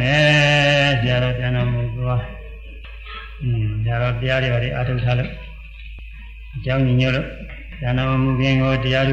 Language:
Burmese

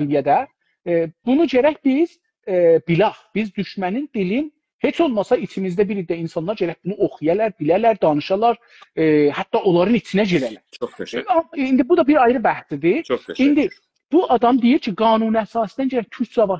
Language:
South Azerbaijani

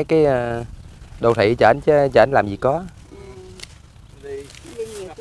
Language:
Vietnamese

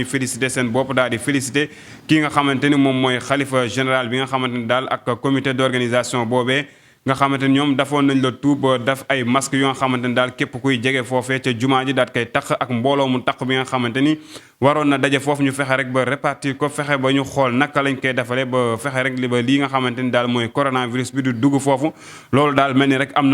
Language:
Wolof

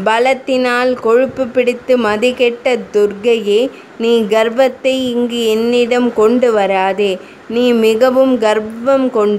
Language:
Tamil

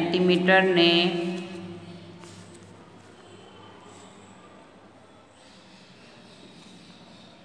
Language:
Gujarati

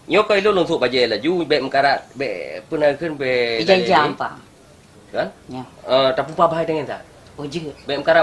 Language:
Achinese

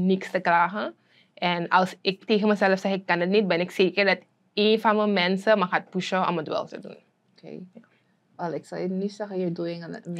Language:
Dutch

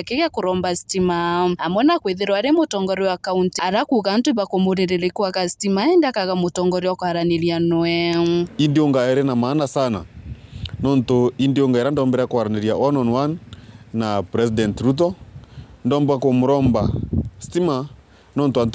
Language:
Meru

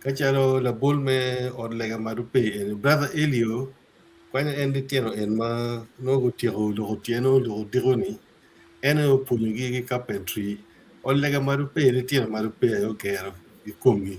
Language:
Acoli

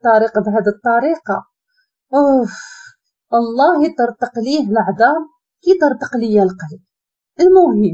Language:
Moroccan Arabic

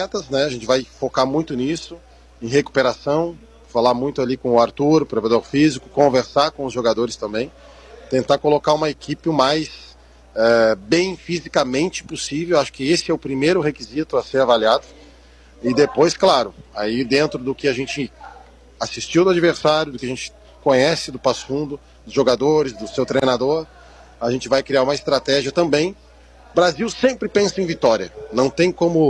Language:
Portuguese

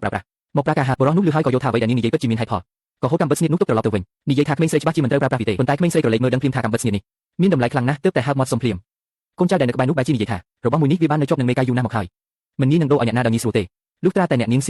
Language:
Khmer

